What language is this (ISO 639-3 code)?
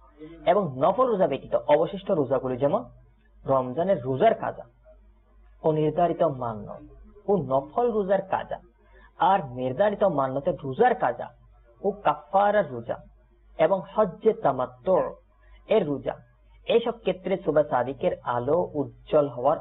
ben